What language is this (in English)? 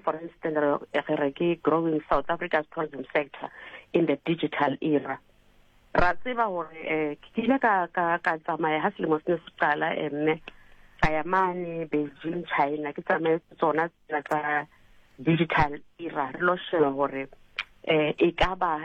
Southern Sotho